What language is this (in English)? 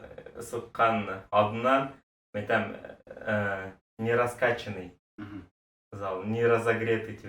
Bashkir